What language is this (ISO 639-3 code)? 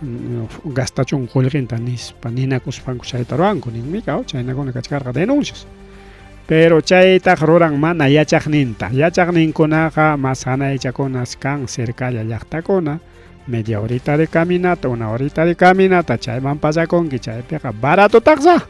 quy